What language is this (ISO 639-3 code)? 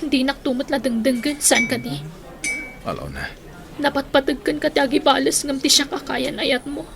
ilo